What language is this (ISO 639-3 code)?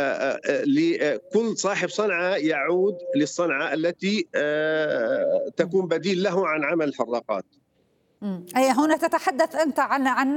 ara